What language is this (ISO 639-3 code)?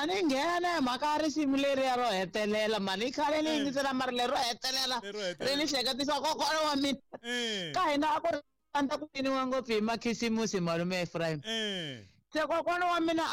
tso